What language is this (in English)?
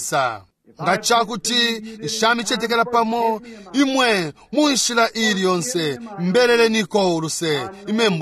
Bemba